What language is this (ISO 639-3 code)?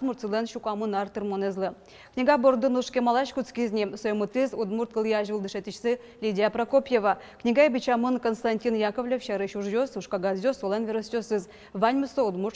udm